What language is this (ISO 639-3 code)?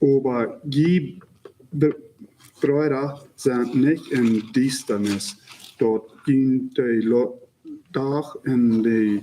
pdt